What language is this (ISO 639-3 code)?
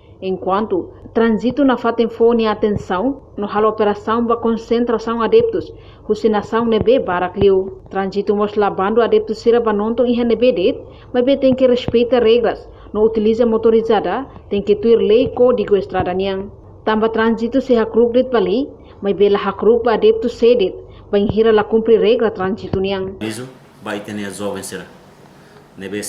tet